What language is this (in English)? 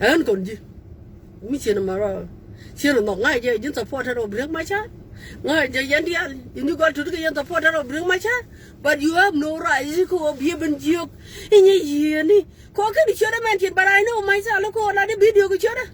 Nuer